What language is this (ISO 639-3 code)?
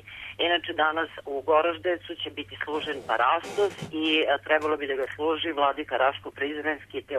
srp